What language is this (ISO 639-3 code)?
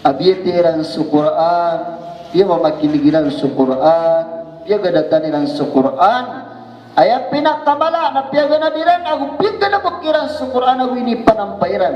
mrw